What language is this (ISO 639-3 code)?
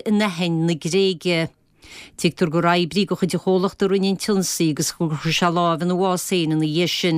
gle